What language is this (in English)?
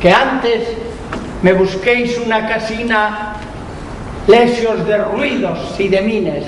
Asturian